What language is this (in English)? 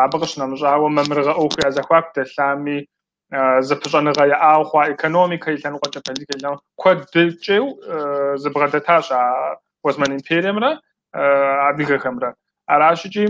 Kabardian